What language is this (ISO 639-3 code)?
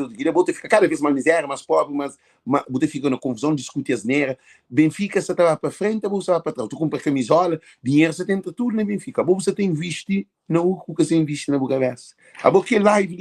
kea